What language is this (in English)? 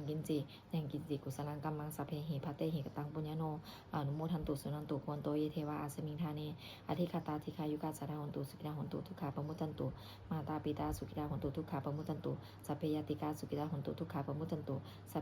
Pali